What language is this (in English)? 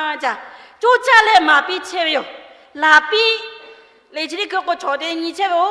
Lahu